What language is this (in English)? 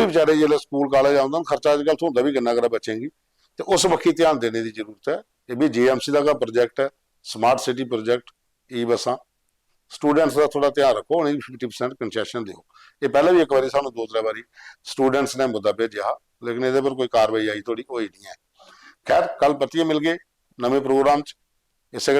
Dogri